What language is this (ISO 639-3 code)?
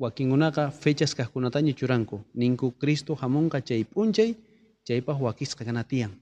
quh